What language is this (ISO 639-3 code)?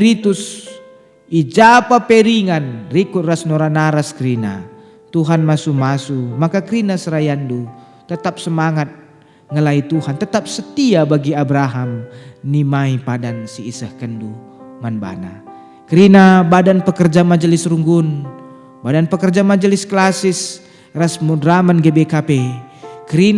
btx